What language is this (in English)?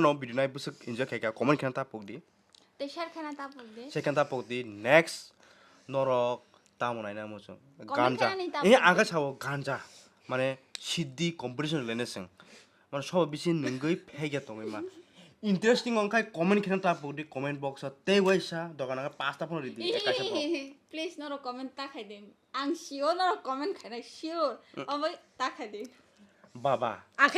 Kok Borok